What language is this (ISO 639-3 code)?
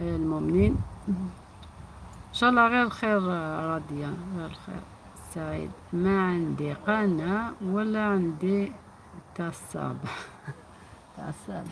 arq